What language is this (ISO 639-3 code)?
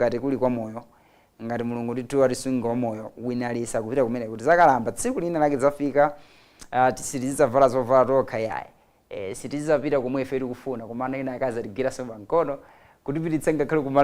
nya